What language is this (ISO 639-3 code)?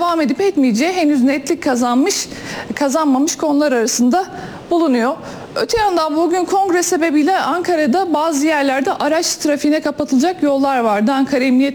tur